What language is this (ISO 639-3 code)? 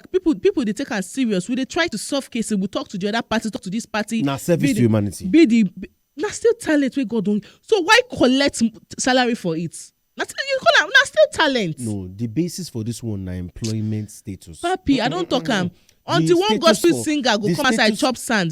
pcm